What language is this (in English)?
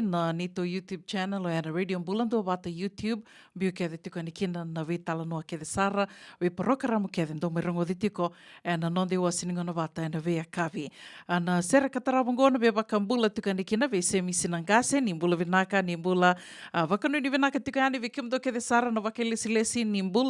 Fijian